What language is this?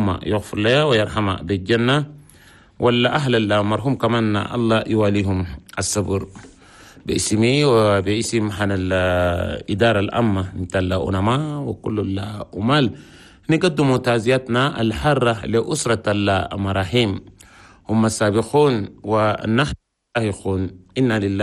Chadian Arabic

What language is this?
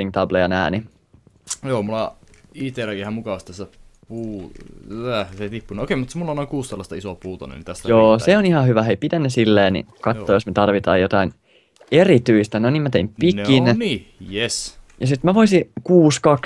Finnish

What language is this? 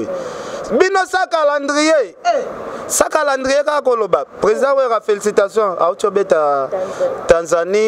Lingala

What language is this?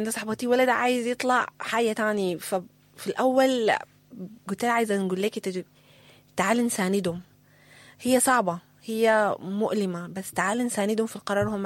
Sudanese Arabic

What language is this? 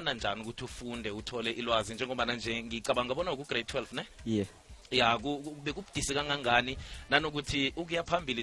South Ndebele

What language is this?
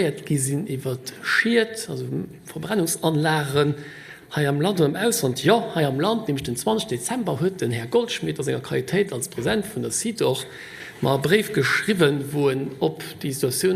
Luxembourgish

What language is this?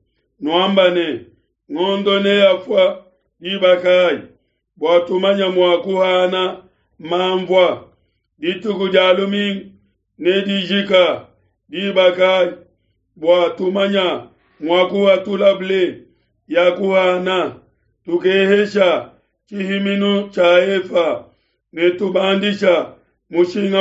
Luba-Lulua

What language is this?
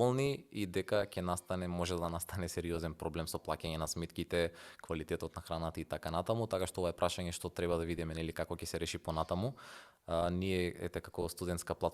Macedonian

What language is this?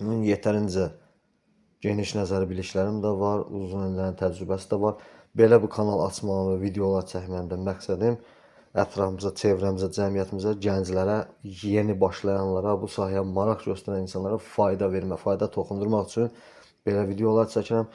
Azerbaijani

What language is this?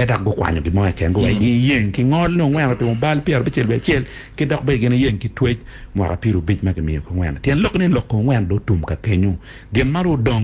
Acoli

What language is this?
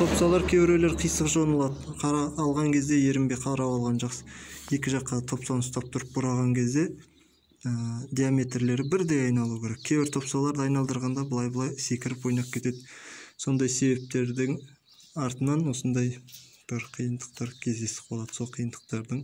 Kazakh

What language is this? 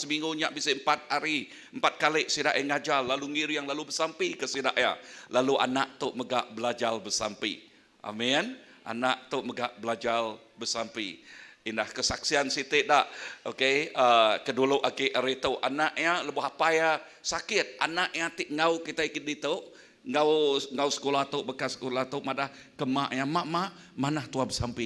Iban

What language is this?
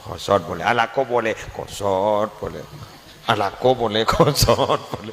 Madurese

